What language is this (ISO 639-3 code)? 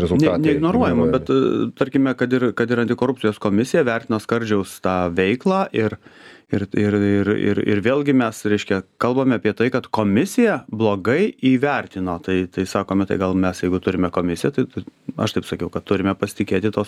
lit